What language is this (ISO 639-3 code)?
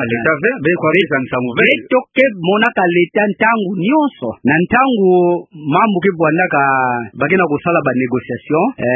ktu